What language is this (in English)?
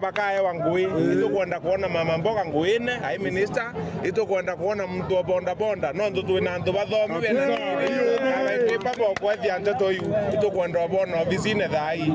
Meru